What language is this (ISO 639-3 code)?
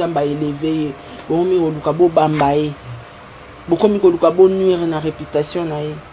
lin